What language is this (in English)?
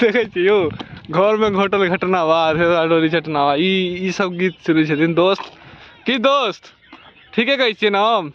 Maithili